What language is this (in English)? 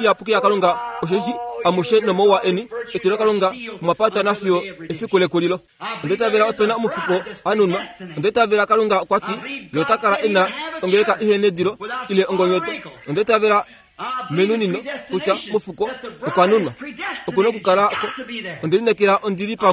Kuanyama